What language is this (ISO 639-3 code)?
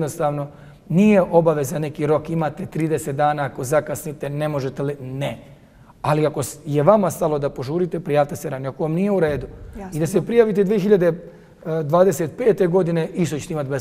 bos